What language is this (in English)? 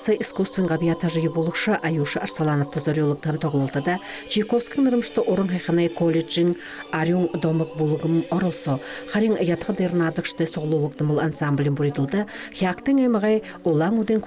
Buriat